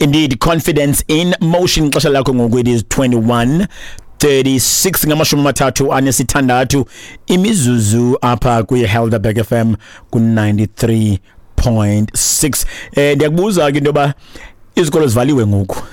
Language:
Xhosa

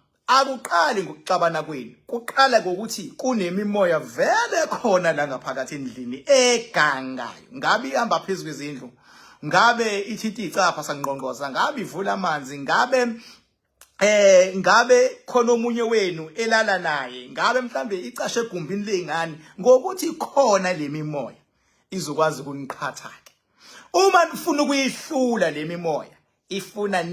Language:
Zulu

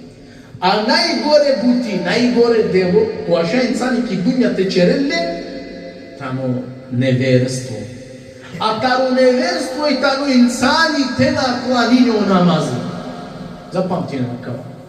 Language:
Balkan Romani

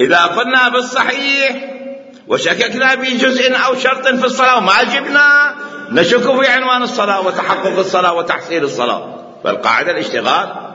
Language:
Mesopotamian Arabic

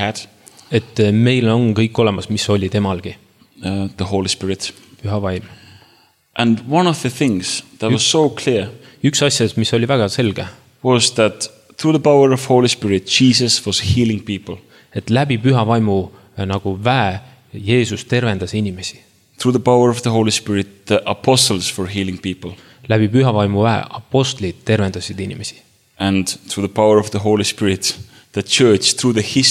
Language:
Estonian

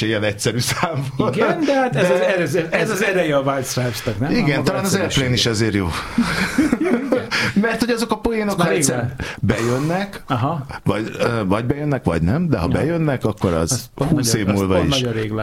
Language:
Hungarian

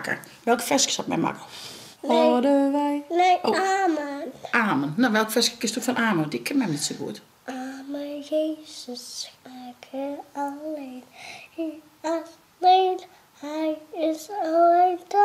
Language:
Western Frisian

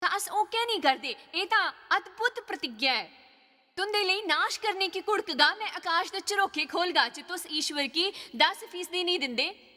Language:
Dogri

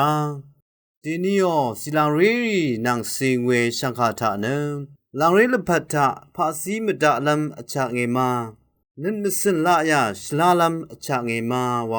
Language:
Rawang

